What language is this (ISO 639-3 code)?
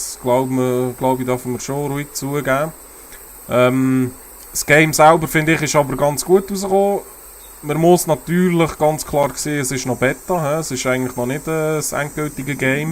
gsw